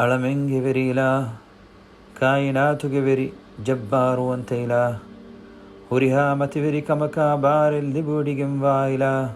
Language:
Divehi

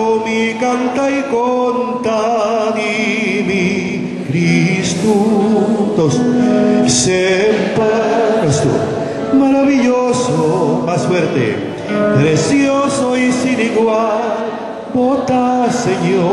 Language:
Papiamento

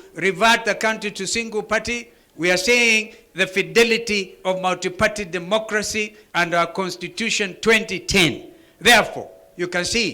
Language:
Kamba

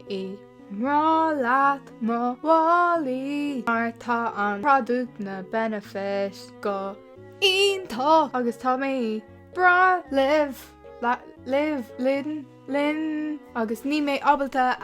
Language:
Irish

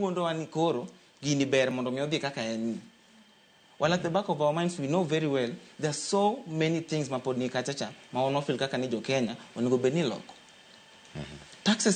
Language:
Luo (Kenya and Tanzania)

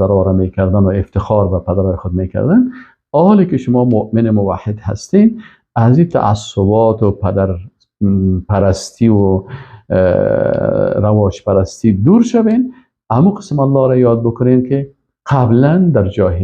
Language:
Persian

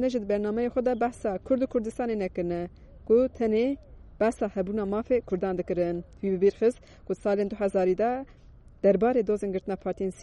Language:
Kurdish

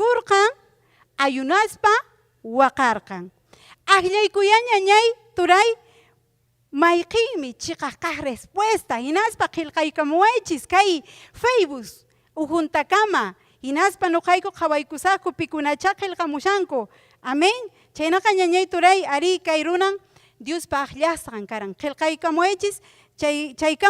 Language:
Ayacucho Quechua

